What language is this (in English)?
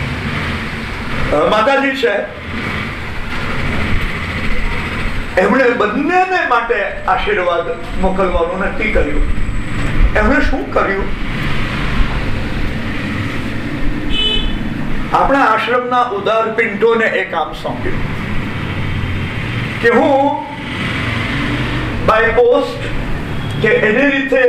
Gujarati